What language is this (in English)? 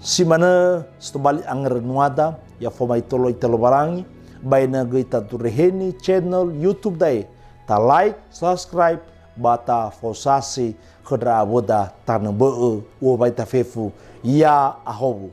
Nias